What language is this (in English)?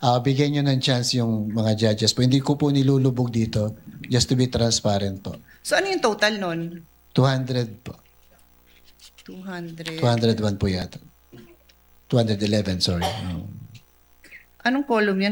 Filipino